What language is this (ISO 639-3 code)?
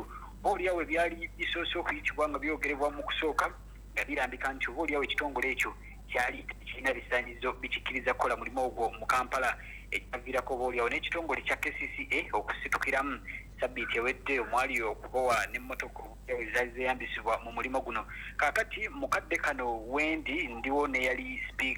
lug